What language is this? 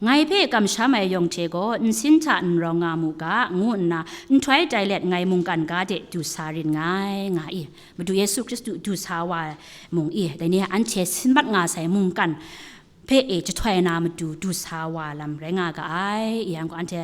Kachin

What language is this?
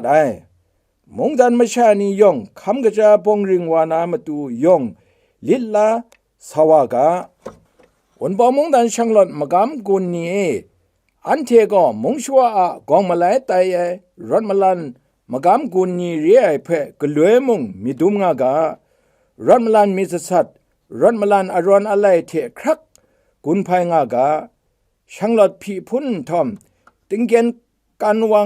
Kachin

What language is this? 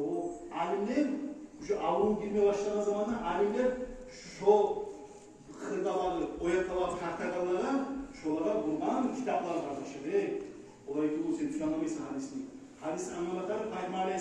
Kumyk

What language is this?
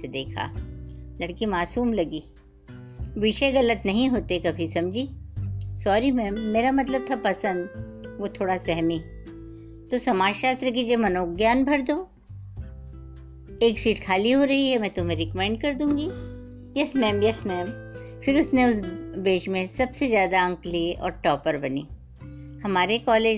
Hindi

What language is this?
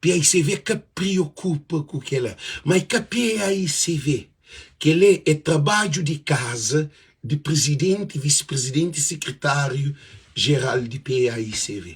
Kabuverdianu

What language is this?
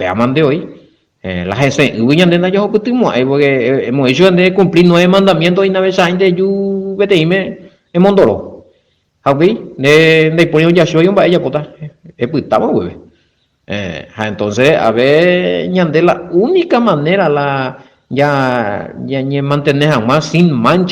Guarani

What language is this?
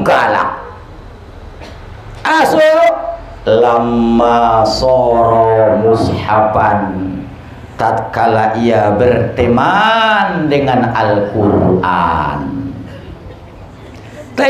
Batak Mandailing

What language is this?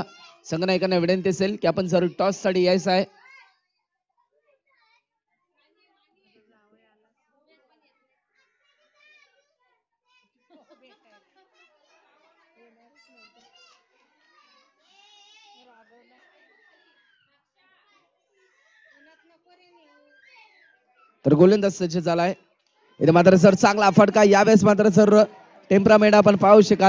Marathi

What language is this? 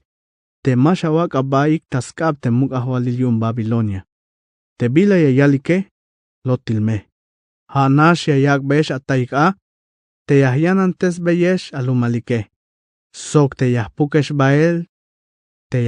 Tzeltal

